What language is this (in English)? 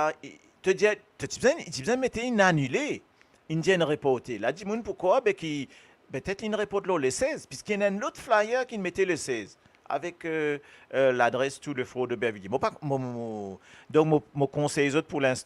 Morisyen